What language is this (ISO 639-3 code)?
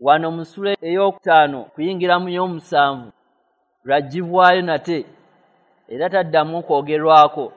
lug